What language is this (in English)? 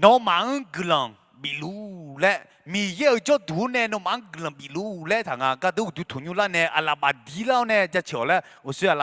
Akha